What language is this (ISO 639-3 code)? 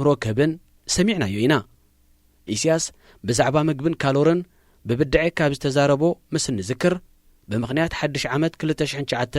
tir